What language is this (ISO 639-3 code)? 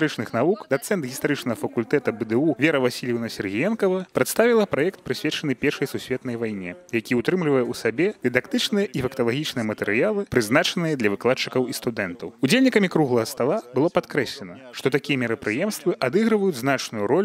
bel